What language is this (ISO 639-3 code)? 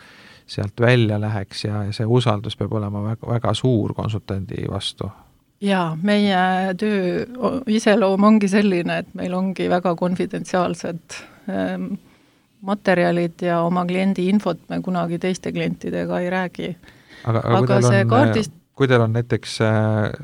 est